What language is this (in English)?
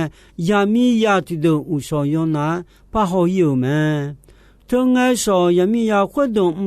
Akha